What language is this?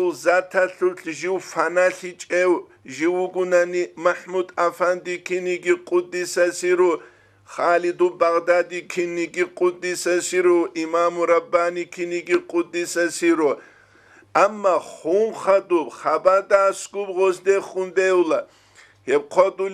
Avaric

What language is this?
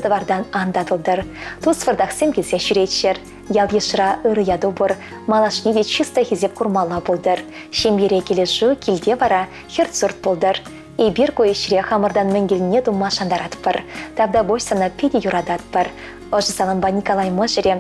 Chuvash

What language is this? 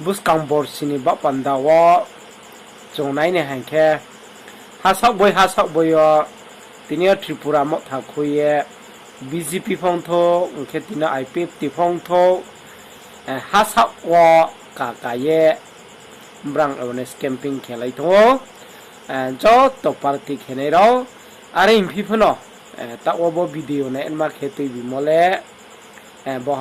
Riang (India)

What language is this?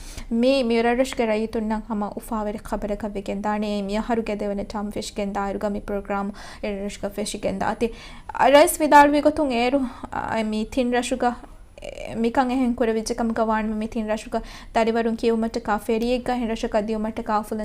Divehi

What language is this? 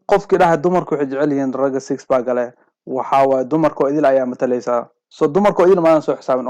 Somali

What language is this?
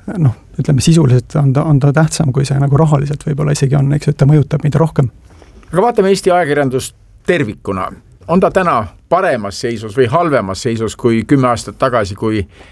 Estonian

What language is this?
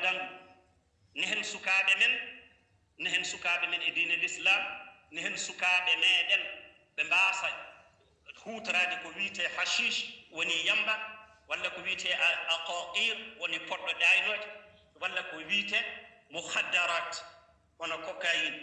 Fula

